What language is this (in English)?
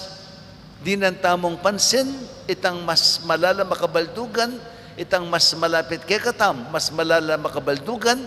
Pampanga